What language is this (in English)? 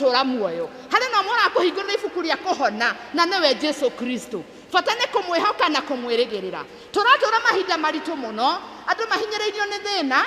Kikuyu